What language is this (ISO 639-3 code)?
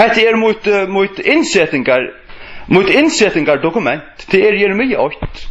fao